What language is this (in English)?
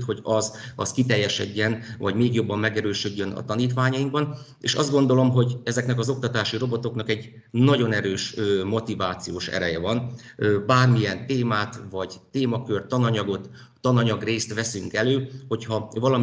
Hungarian